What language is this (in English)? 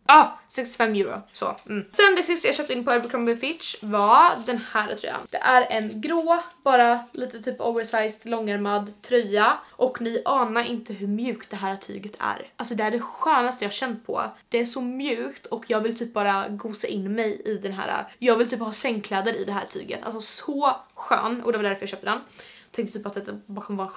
Swedish